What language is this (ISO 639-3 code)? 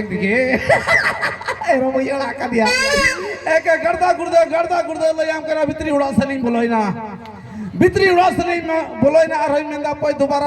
sat